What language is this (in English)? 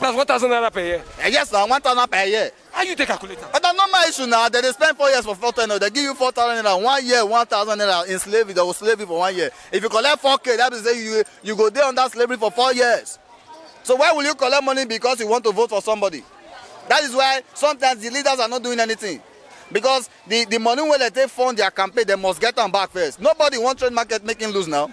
Nigerian Pidgin